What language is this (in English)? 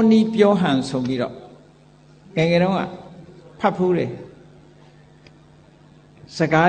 Burmese